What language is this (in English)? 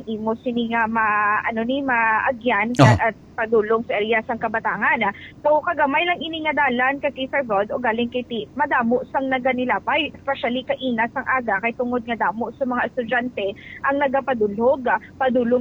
Hiligaynon